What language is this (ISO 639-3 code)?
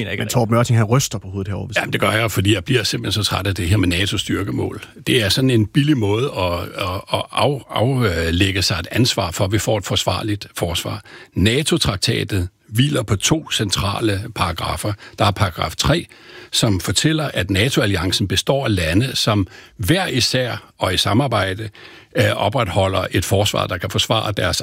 dan